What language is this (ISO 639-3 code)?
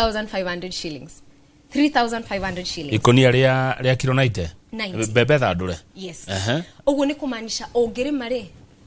kik